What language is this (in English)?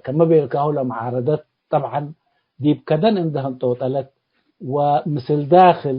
Tigre